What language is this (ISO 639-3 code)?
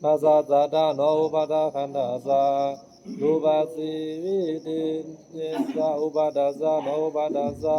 pli